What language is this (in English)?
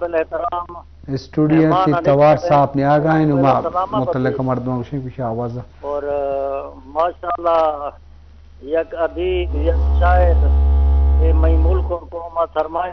Eastern Balochi